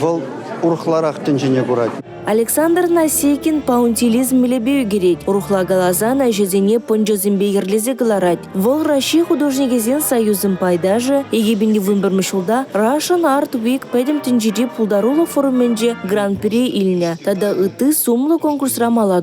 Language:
Chuvash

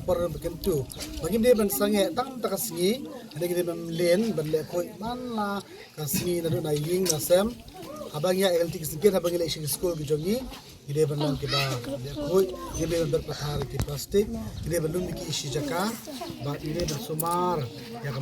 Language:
Khasi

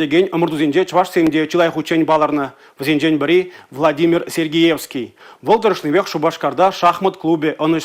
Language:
Chuvash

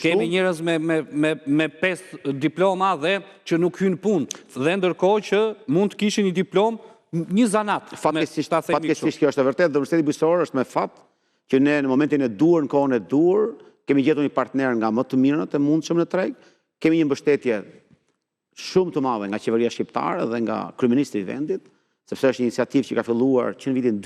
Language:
Albanian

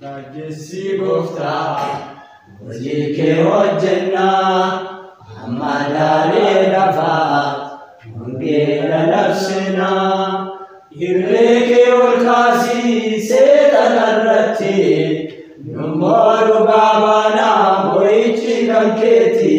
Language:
Oromo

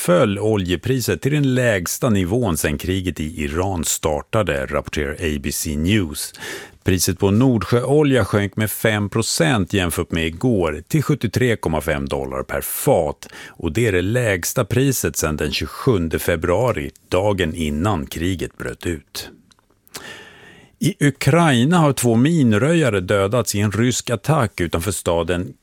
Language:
Swedish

